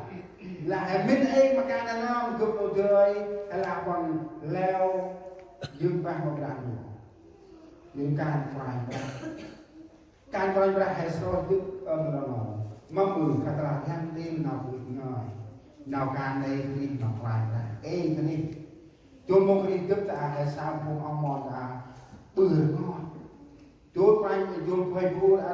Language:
Central Mnong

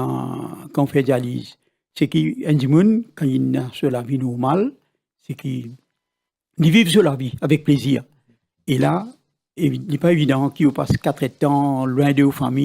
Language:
Morisyen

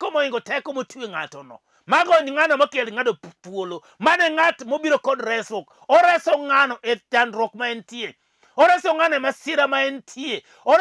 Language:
Luo (Kenya and Tanzania)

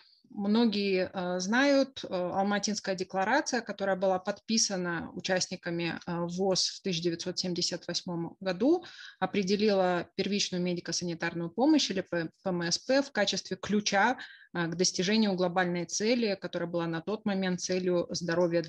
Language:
Russian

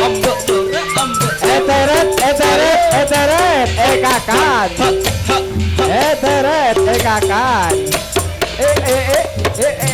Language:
Madurese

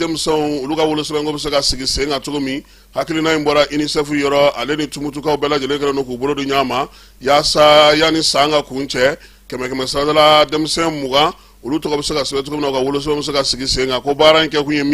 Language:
Bambara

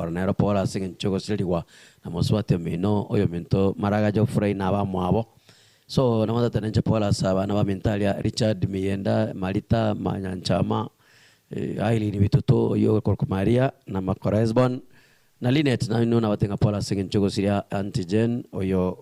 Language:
Gusii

